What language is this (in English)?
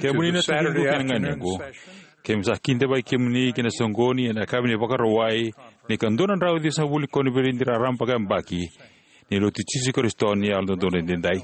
Fijian